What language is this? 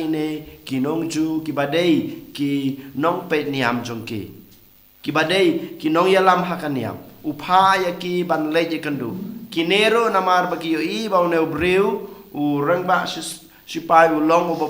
Khasi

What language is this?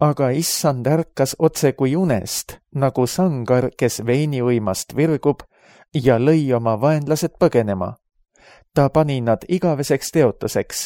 Estonian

